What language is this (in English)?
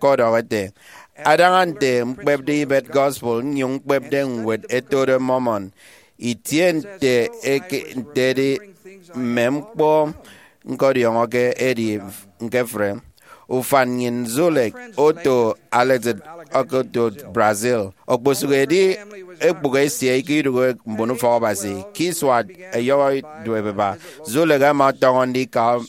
Efik